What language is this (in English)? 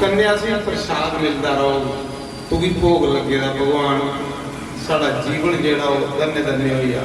Dogri